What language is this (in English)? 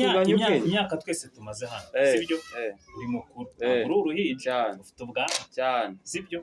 Kinyarwanda